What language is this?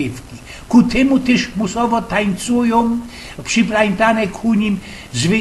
Silesian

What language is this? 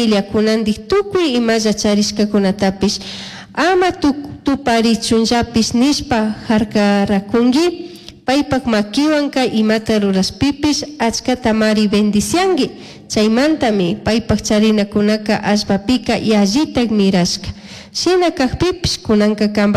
Chimborazo Highland Quichua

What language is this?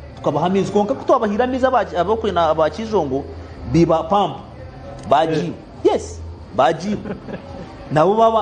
Nyankole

